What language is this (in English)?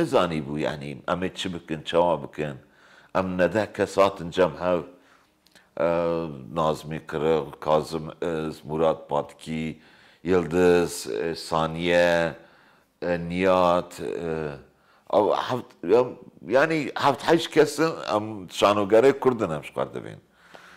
Kurdish